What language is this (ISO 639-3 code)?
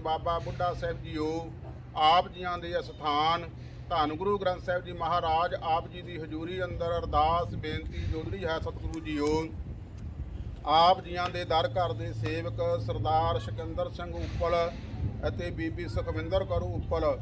pan